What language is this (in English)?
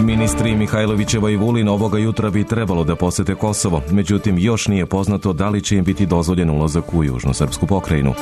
Serbian